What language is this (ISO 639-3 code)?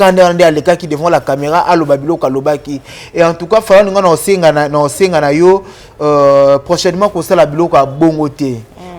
lin